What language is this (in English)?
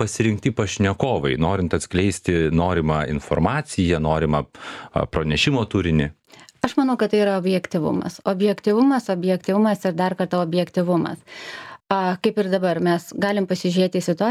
Lithuanian